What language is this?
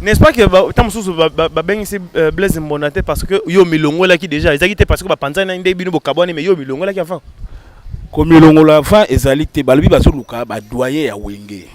Lingala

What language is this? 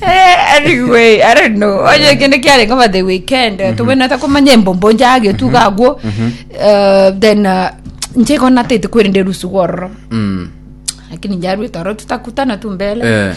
Gusii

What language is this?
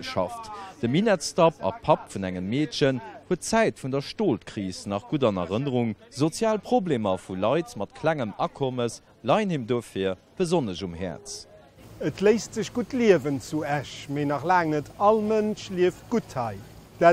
Luxembourgish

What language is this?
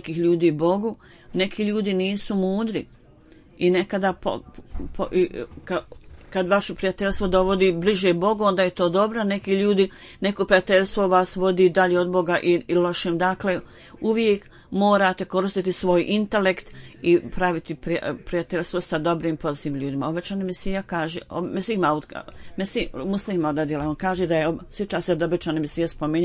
Bosnian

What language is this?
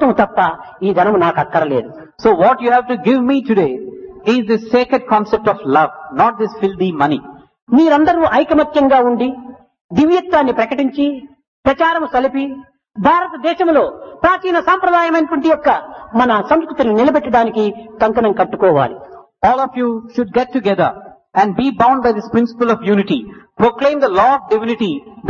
Telugu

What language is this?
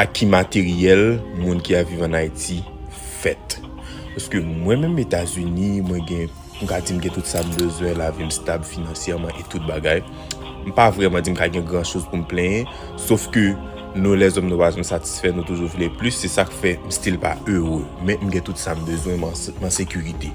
Haitian Creole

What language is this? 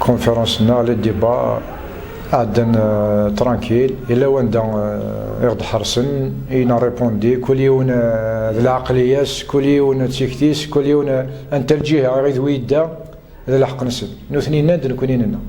Kabyle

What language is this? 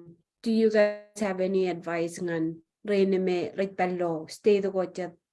Marshallese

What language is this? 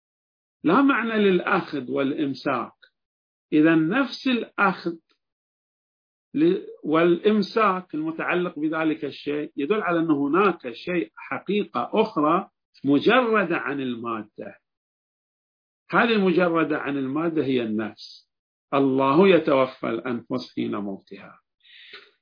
Arabic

